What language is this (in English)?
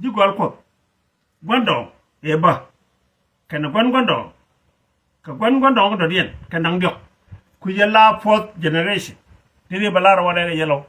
Nuer